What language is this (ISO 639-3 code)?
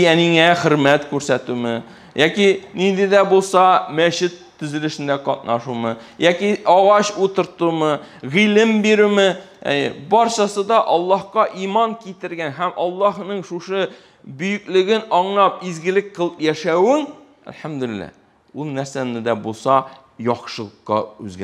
tat